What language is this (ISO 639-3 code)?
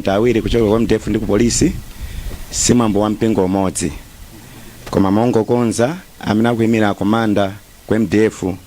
nya